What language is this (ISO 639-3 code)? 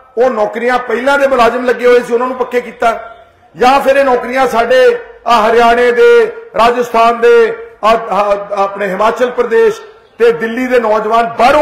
pan